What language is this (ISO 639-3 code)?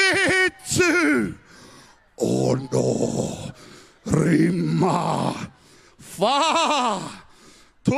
mri